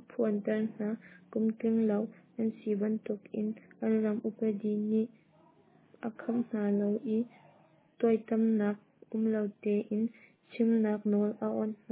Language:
Hakha Chin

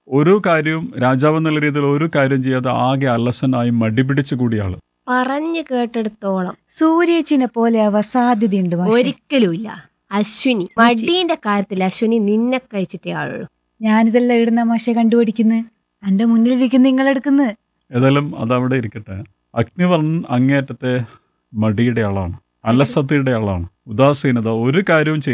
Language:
Malayalam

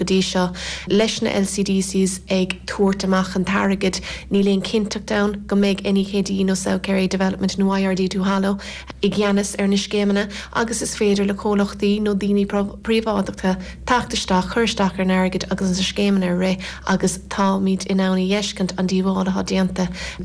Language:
Irish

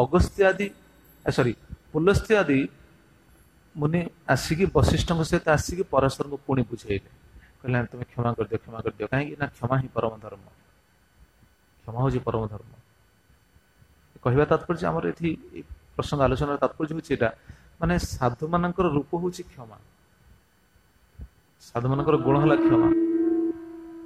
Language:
Odia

